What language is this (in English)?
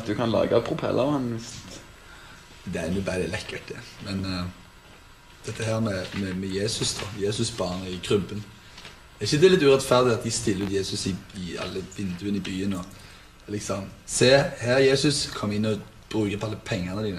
Norwegian